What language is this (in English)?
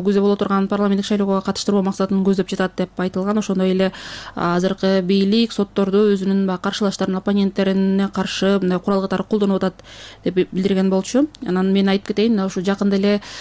Kyrgyz